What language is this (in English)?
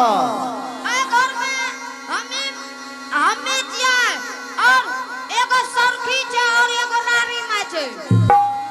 Angika